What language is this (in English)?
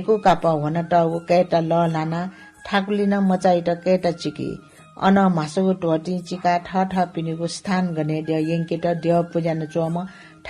Newari